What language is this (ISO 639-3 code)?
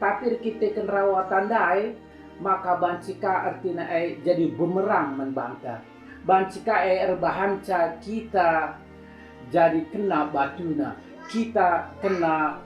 btx